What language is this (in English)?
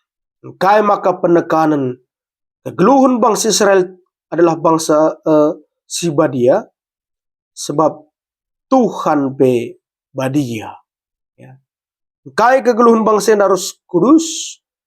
Batak Karo